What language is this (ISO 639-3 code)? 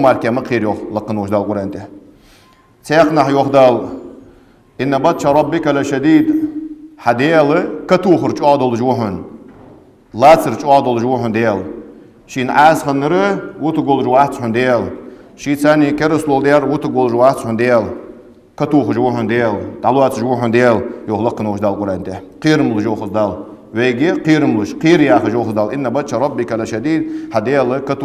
inh